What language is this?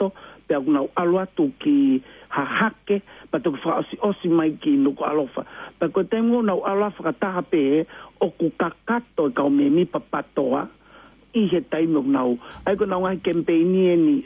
Tongan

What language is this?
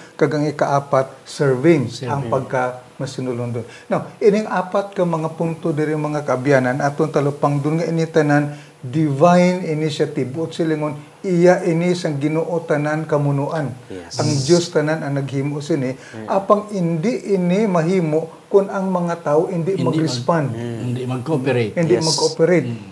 Hiligaynon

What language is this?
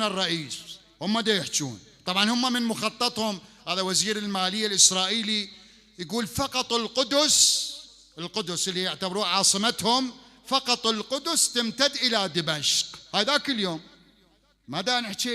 Mesopotamian Arabic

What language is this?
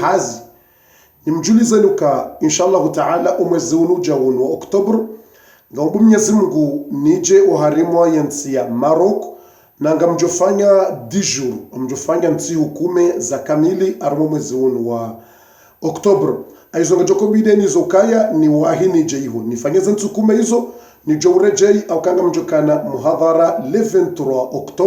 Ngazidja Comorian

